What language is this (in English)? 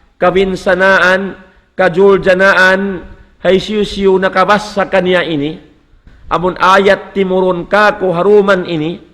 Tausug